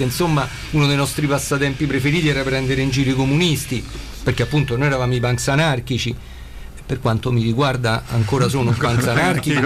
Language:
Italian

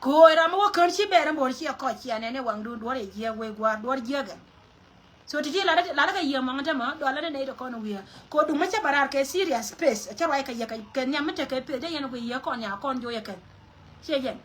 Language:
Nuer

